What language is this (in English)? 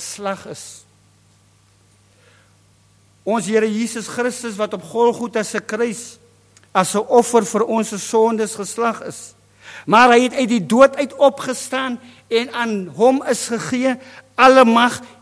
Afrikaans